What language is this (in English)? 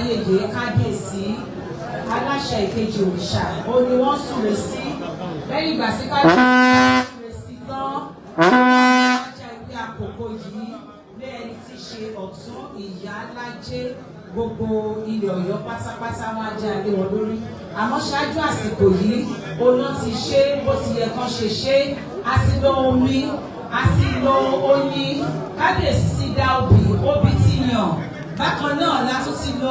Yoruba